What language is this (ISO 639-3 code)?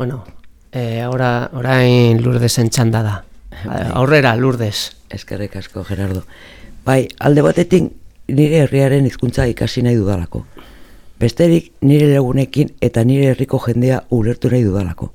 eus